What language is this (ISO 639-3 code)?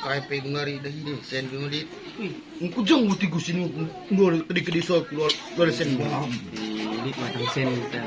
btx